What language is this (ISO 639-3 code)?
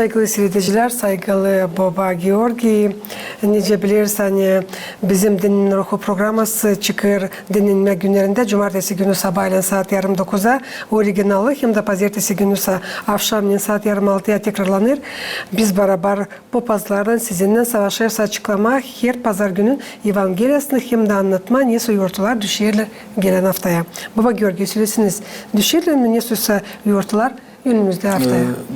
gag